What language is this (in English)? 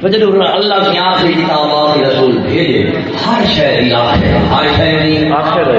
Saraiki